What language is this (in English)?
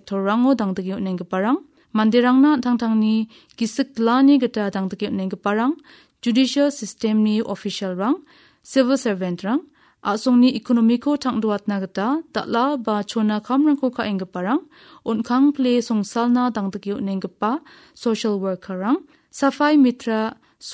Garo